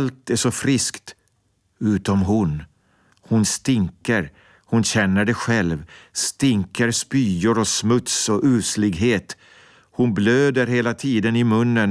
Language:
Swedish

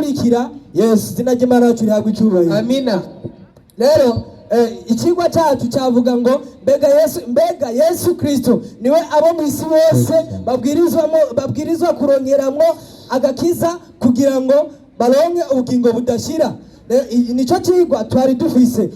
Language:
Rundi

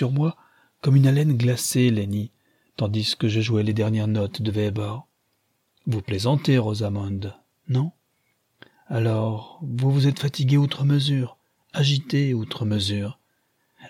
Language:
French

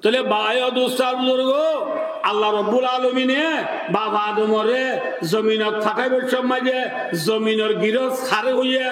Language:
Rohingya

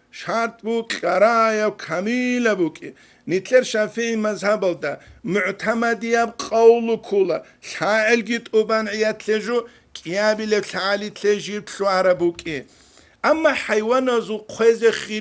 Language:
Avaric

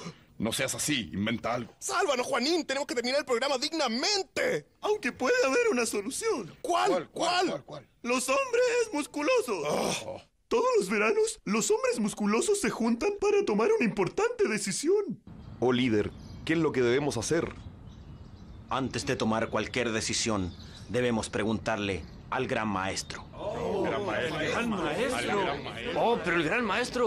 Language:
Spanish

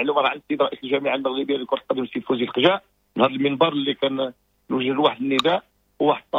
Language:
Moroccan Arabic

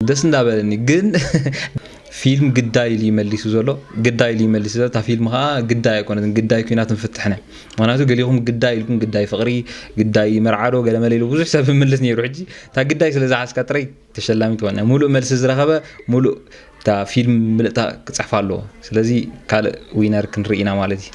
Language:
Tigrinya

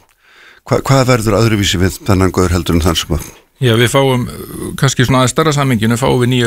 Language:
Icelandic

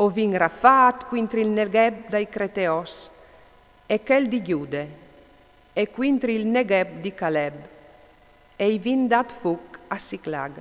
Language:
Friulian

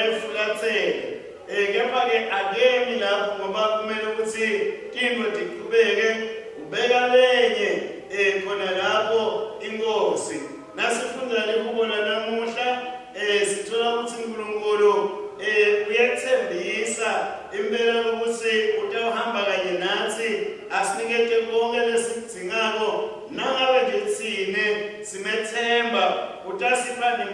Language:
Swati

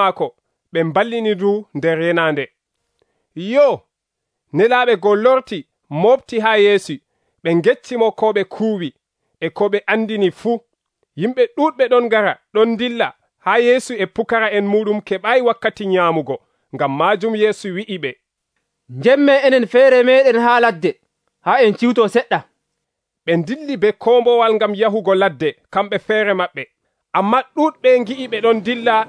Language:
Nigerian Fulfulde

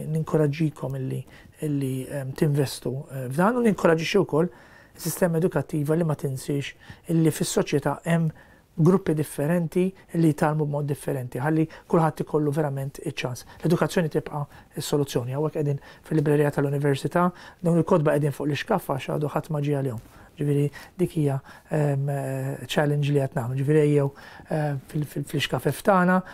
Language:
Maltese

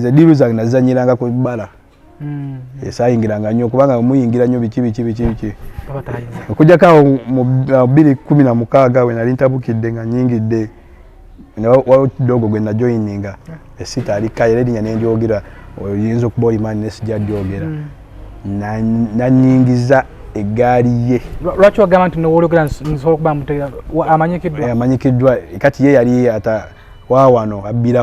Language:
Ganda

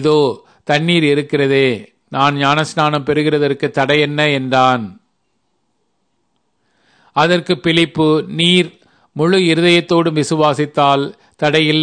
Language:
Tamil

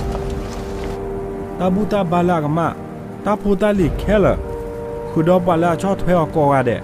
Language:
S'gaw Karen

